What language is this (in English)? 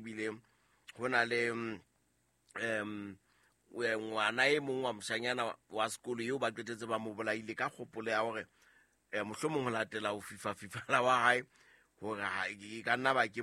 Southern Sotho